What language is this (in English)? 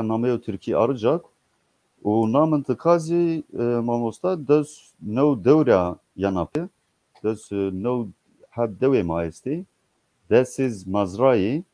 Zaza